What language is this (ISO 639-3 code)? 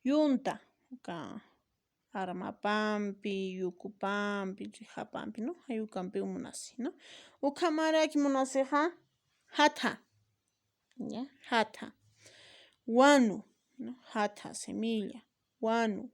aym